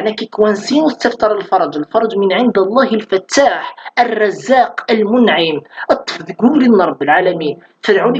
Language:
Kabyle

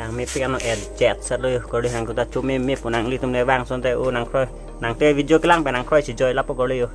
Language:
Karbi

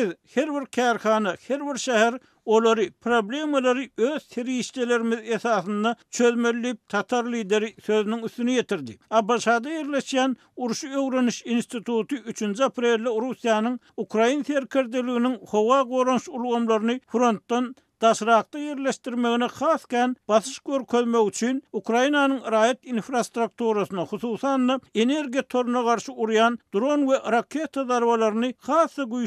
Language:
Turkmen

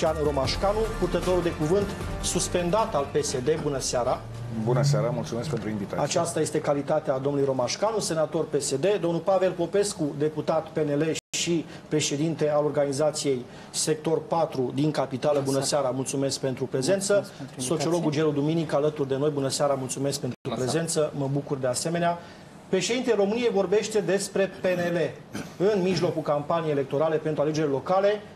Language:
Romanian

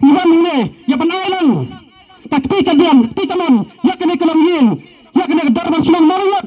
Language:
Khasi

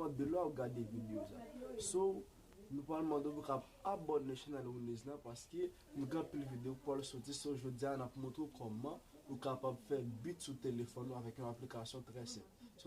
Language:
Haitian Creole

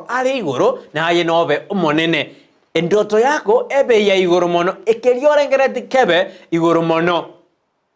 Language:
Gusii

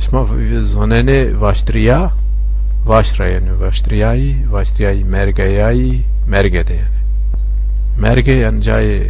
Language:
Zaza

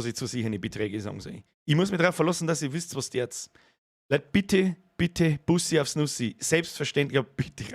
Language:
Bavarian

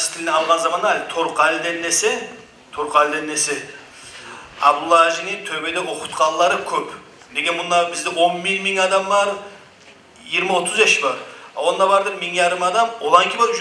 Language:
Kumyk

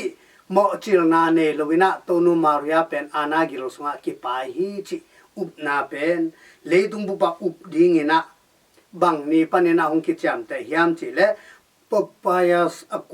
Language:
Tedim Chin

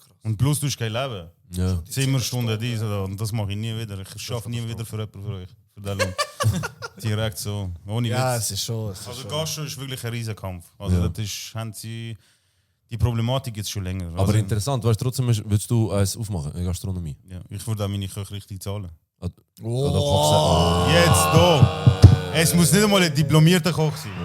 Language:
Swiss German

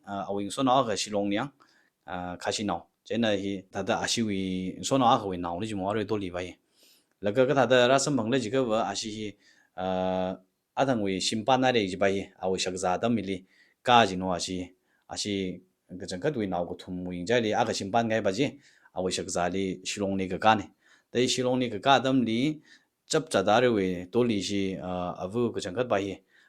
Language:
Tangkhul Naga (India)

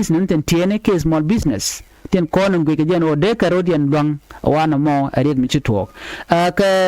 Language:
Nuer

